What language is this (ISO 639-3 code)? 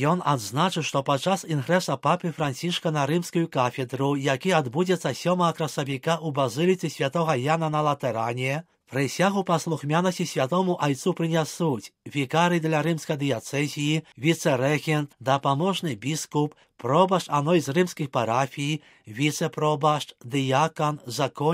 bel